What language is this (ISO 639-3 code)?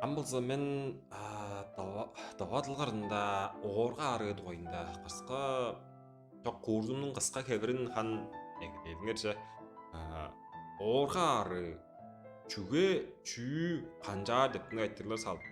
tyv